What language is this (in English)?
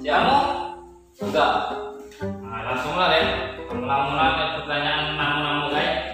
Minangkabau